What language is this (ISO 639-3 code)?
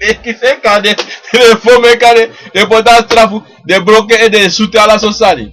srn